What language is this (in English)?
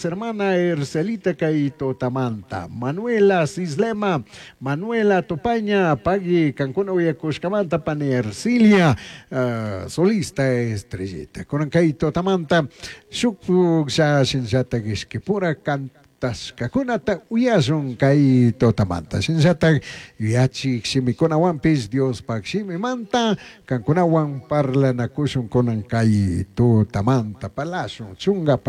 Chimborazo Highland Quichua